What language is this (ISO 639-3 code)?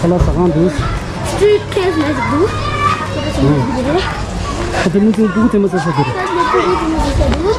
bod